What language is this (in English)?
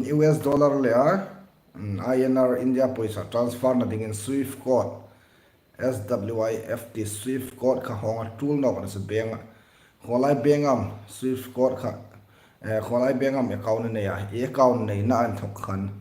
Hmar